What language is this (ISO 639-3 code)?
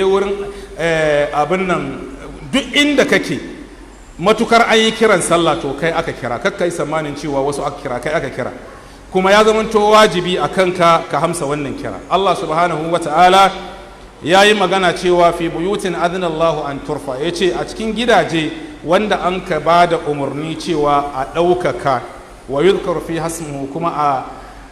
hau